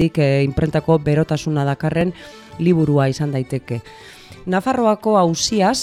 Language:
Basque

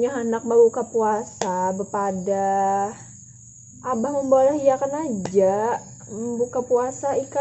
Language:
Banjar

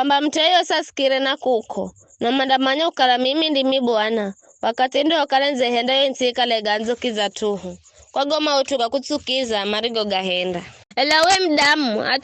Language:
Giryama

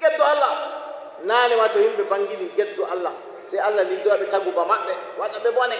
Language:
Nigerian Fulfulde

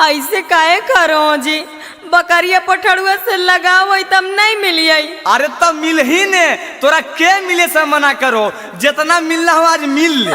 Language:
Magahi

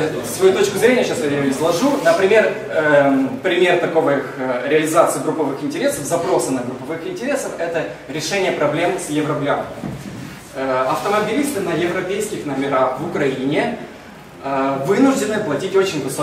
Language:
Russian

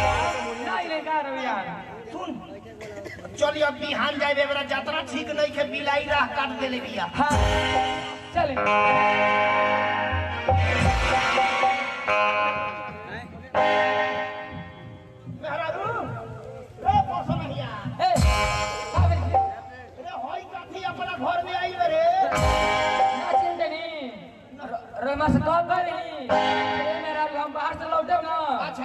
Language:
Bhojpuri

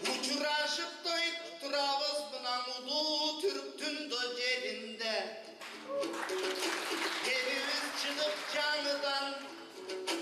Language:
Kyrgyz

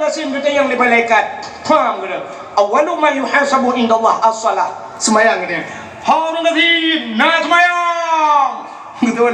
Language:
Achinese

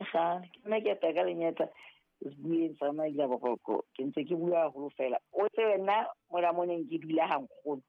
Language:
Southern Sotho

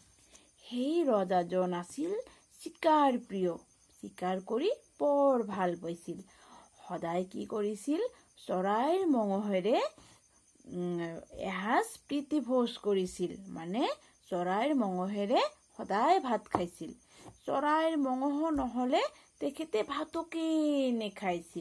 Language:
Assamese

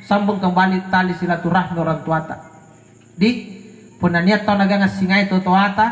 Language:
Makasar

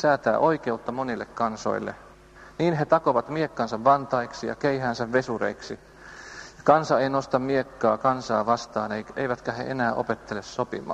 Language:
Finnish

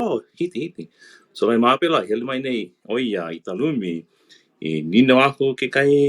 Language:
Hawaiian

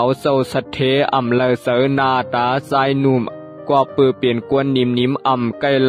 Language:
Shan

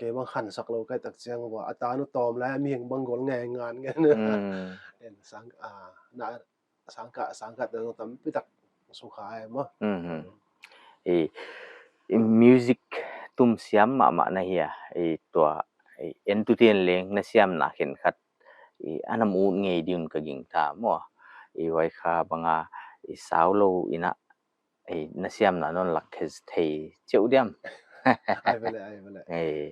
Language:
Paite Chin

